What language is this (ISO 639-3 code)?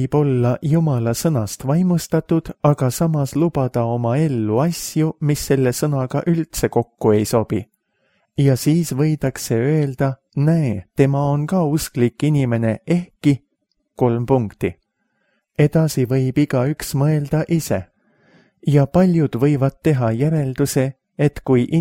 est